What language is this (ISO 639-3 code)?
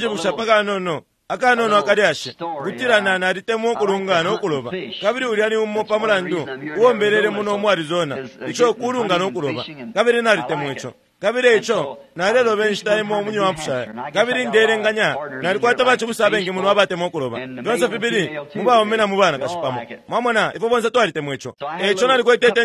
bem